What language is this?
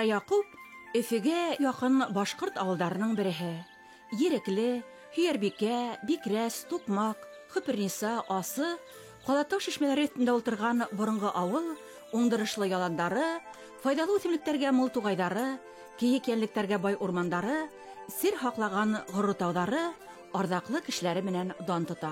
Bashkir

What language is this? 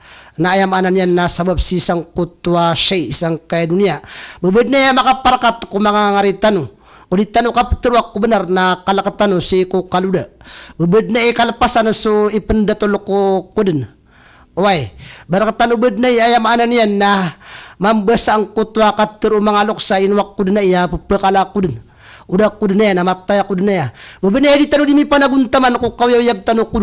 Maranao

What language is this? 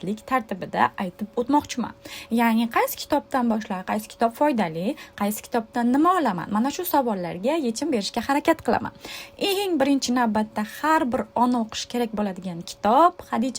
Uzbek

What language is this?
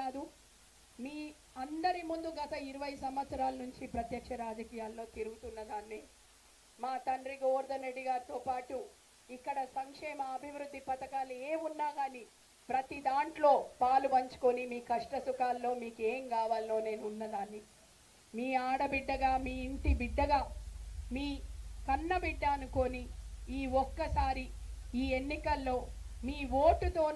Telugu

